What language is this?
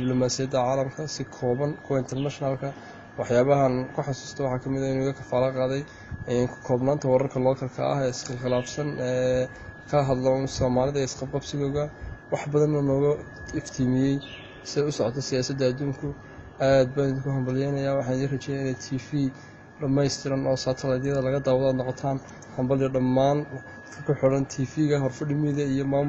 Somali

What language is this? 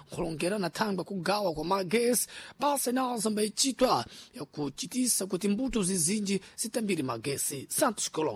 Sena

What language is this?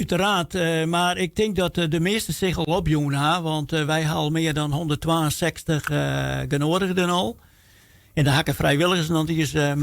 Western Frisian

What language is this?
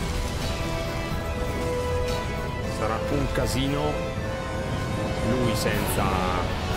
Italian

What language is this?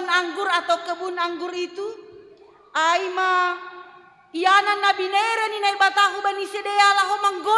Batak Simalungun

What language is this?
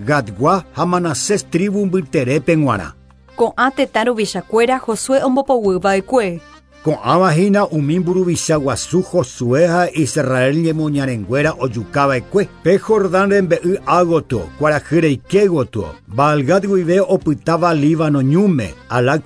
Guarani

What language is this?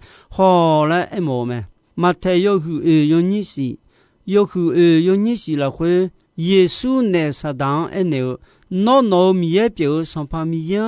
Akha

